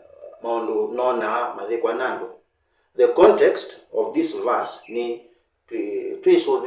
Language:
Kamba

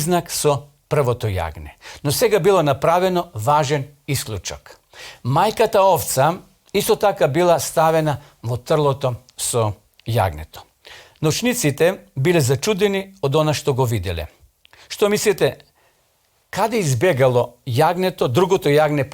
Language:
Macedonian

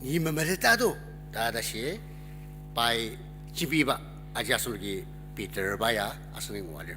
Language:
Ao Naga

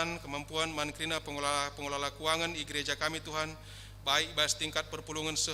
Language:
Batak Karo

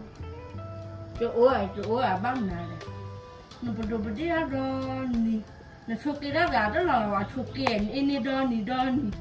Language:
S'gaw Karen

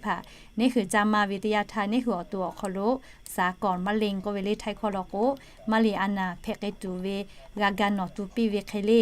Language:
Lahu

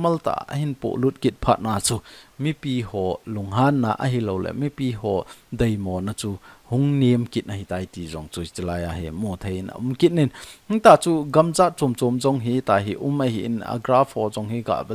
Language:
Thado Chin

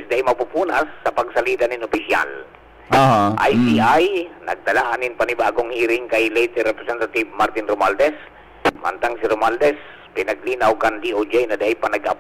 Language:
Bikol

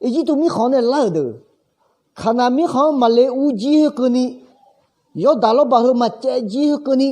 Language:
Akha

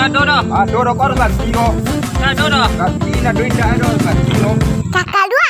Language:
Minangkabau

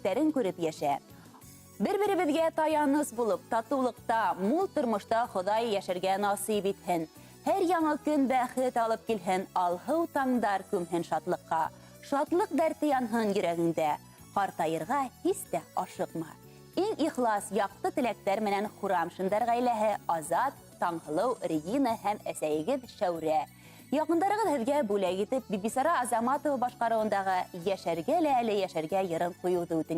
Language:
Bashkir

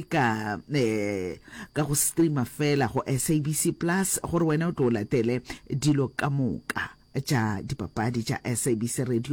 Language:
Northern Sotho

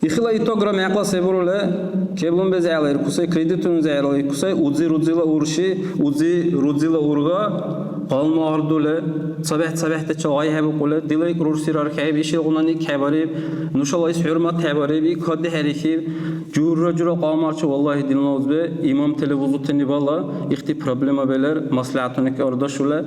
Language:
Dargwa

